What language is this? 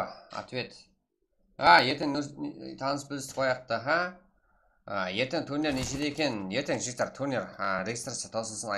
Kara-Kalpak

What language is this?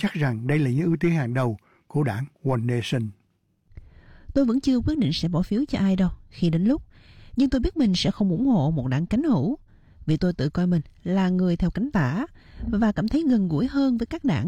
Vietnamese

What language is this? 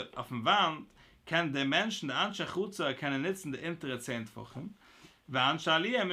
Yiddish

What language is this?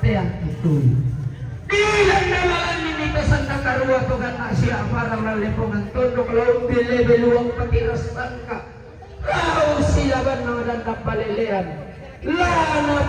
Toraja-Sa'dan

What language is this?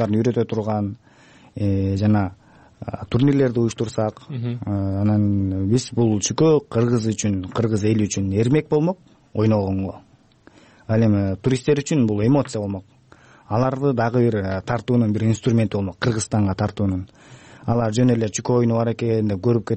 Kyrgyz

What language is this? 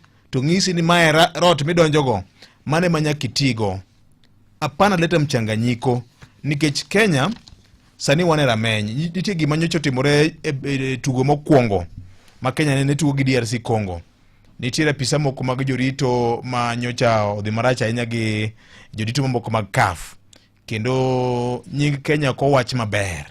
Luo (Kenya and Tanzania)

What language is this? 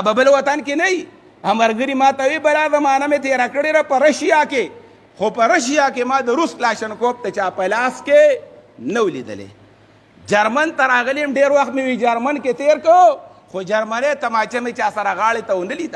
Pashto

